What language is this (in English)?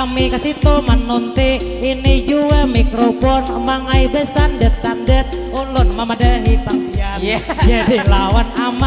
Banjar